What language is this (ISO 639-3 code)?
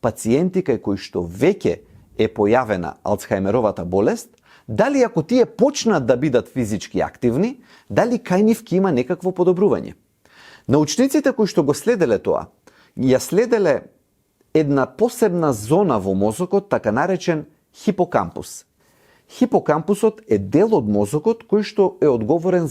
mkd